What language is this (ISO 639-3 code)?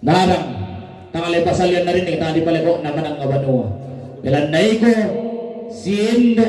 sda